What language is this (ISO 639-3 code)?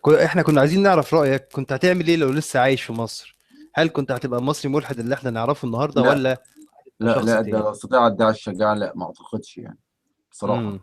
arz